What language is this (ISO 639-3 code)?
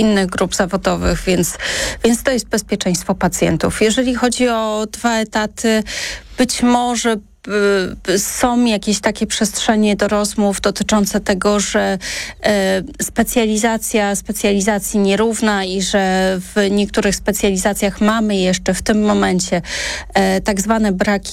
pol